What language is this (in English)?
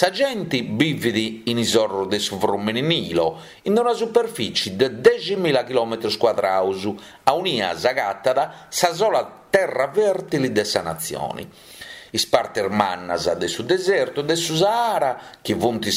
Sardinian